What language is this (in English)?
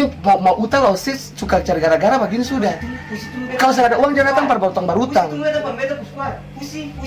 Ambonese Malay